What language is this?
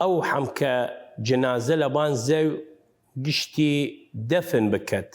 Southern Kurdish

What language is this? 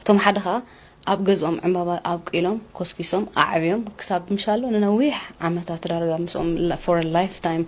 Tigrinya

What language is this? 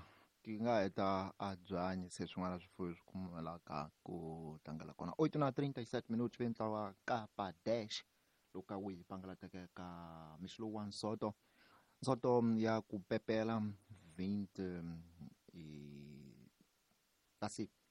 Tsonga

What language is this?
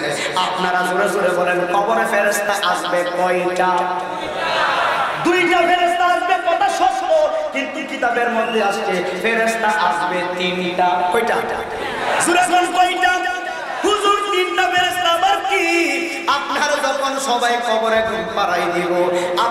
Bangla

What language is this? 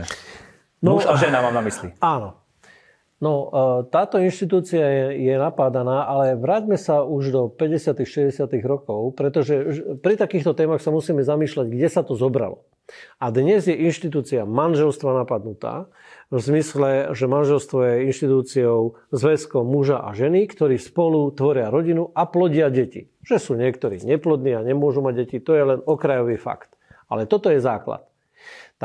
Slovak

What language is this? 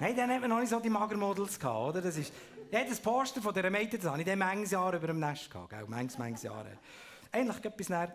Swiss German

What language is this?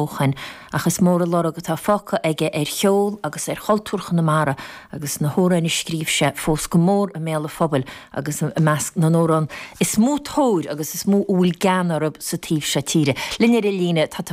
Irish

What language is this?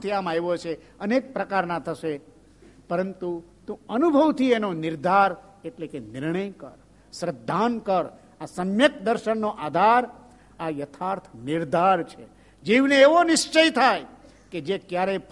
Gujarati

